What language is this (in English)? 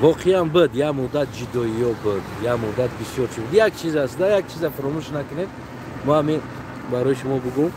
Tajik